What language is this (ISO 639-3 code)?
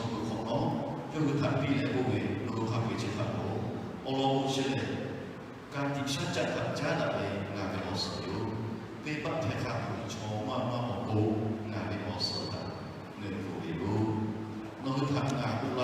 lhu